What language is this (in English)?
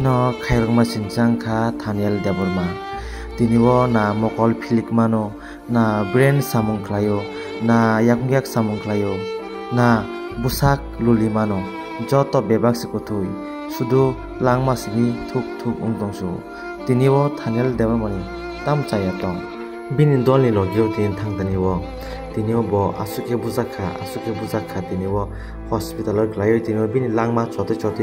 Kok Borok